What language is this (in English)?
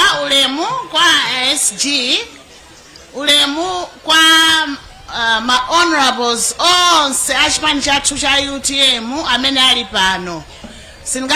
Nyanja